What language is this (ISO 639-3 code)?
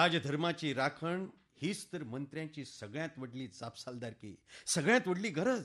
kok